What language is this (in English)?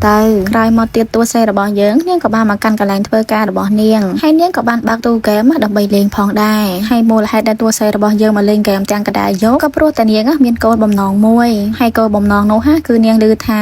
Khmer